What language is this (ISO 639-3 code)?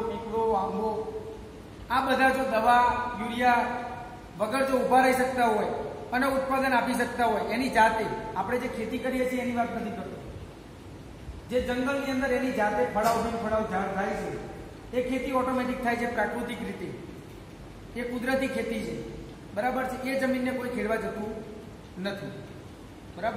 guj